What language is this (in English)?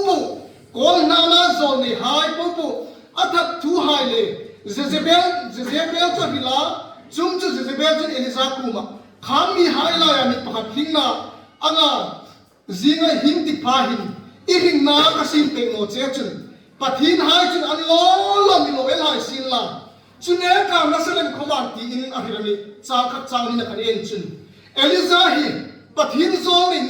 Hmar